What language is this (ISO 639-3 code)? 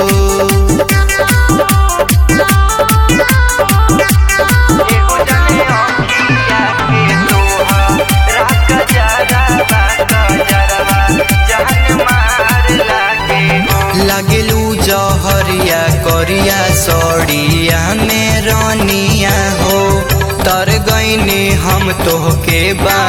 bho